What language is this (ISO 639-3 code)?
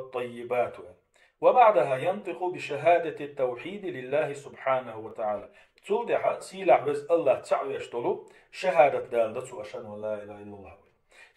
che